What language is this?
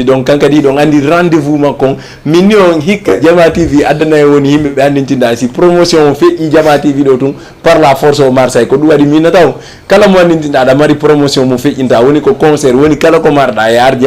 Fula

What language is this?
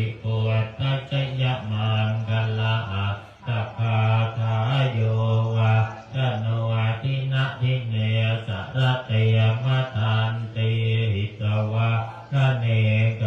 Pali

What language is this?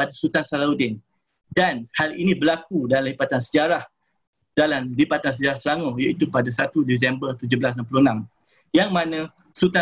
Malay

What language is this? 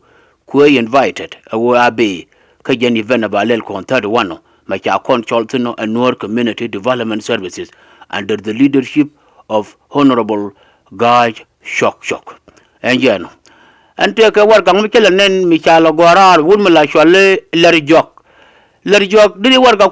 Nuer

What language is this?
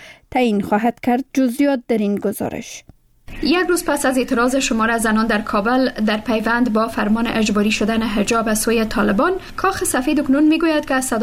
Persian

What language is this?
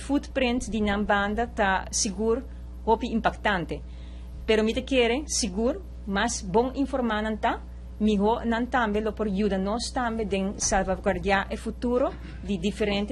Papiamento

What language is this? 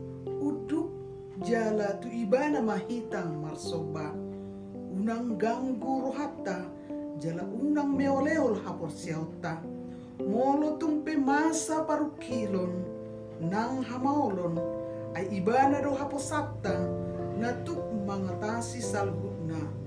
Batak Toba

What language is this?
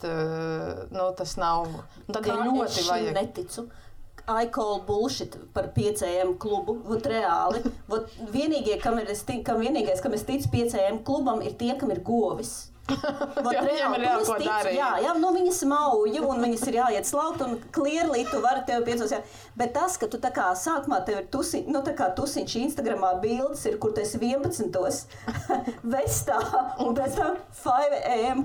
Latvian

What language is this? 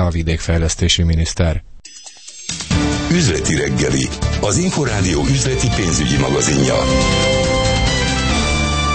Hungarian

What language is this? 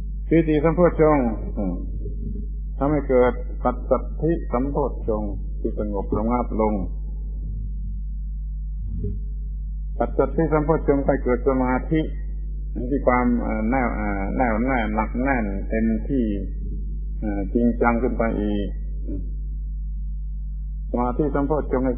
Thai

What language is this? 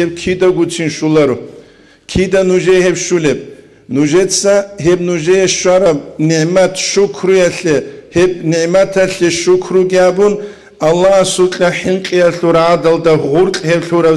Avaric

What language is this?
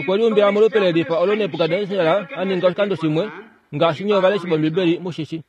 Kuanyama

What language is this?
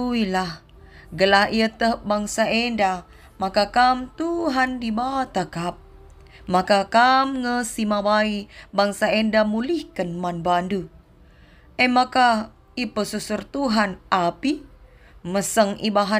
Batak Karo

